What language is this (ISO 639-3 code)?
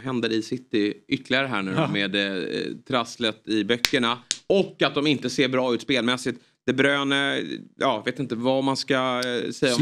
swe